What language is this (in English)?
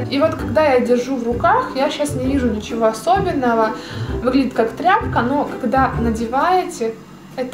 Russian